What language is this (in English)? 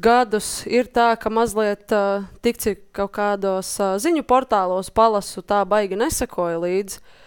Latvian